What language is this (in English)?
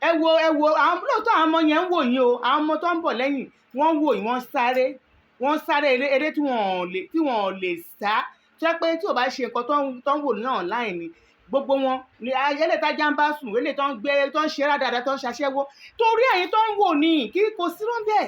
Yoruba